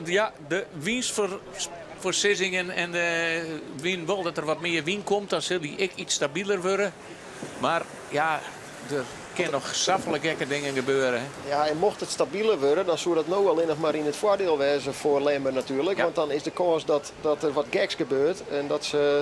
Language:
Western Frisian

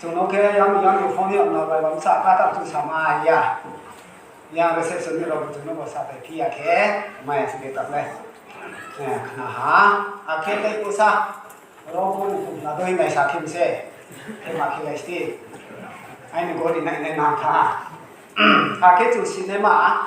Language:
Riang (India)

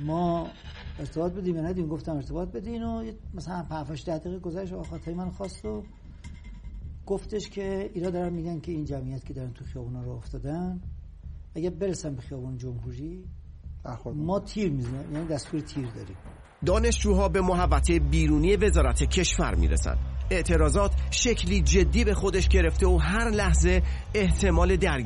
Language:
Persian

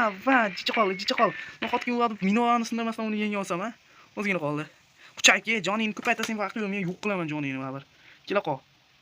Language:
Uzbek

